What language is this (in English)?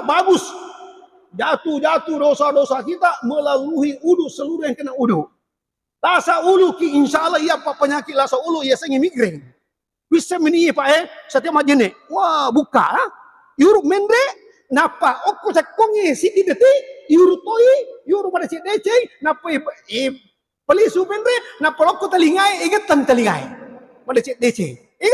Buginese